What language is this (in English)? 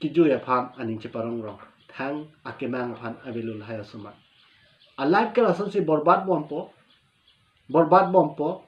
Karbi